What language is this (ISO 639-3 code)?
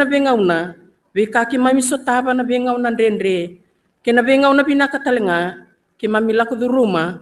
fij